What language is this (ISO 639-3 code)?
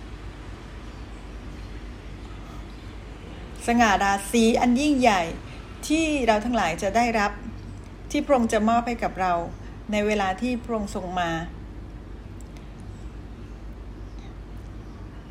tha